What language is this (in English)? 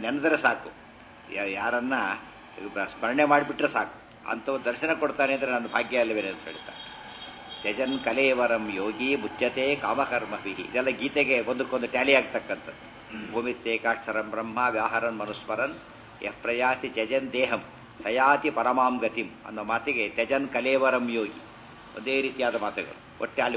Kannada